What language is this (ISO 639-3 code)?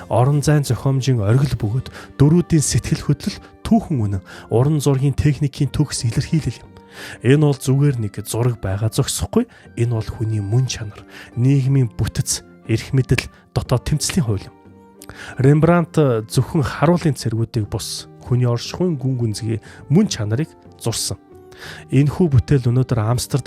mon